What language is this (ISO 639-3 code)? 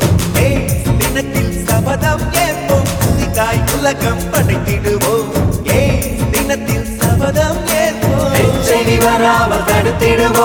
tam